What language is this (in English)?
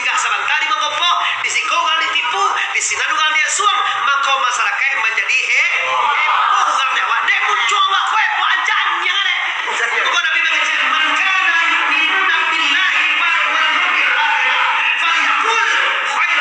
Minangkabau